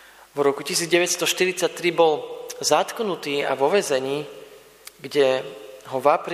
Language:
Slovak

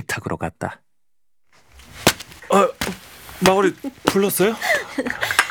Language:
Korean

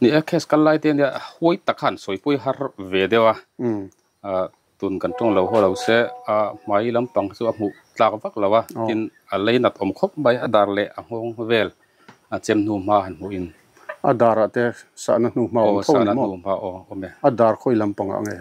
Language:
Mizo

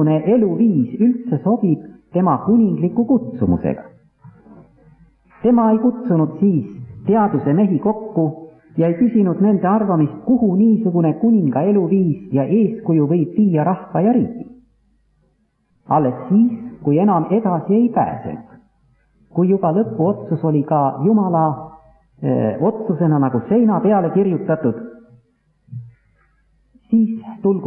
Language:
Estonian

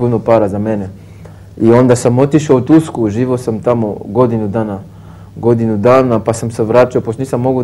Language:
Serbian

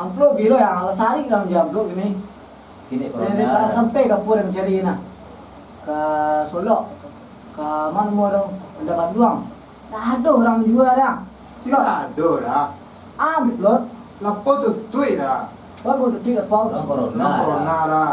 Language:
Minangkabau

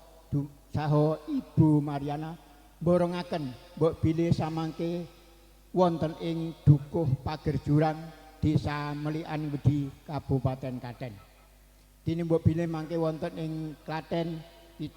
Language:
Javanese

